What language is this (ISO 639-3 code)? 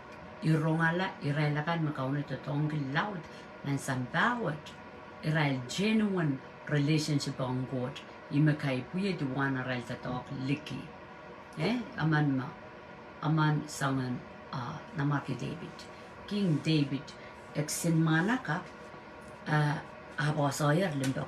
pon